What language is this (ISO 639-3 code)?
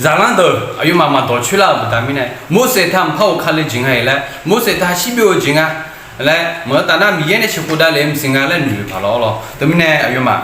ahk